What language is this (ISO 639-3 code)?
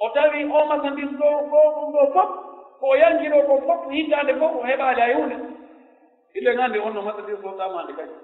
fuf